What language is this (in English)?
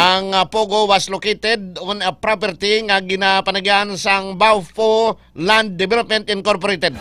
Hiligaynon